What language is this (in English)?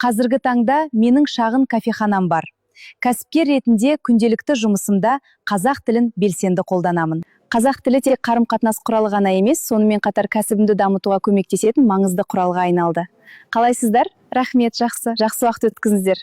Kazakh